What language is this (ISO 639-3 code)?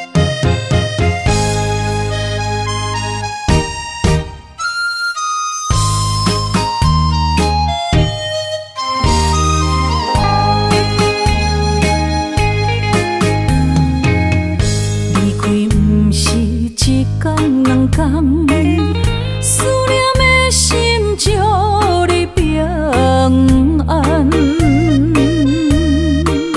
nan